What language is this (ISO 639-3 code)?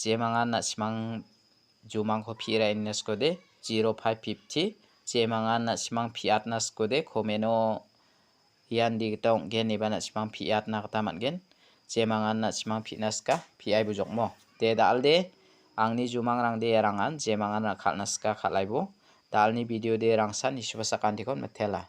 grt